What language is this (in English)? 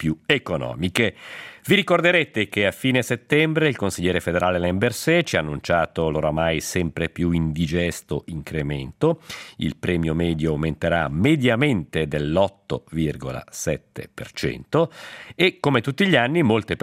Italian